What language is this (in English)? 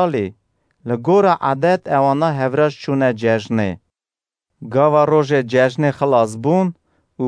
Kurdish